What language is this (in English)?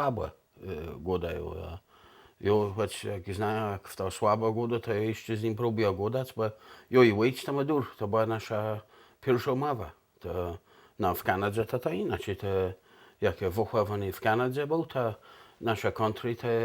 Kashubian